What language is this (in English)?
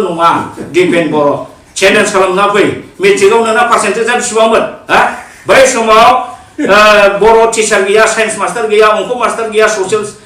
Bodo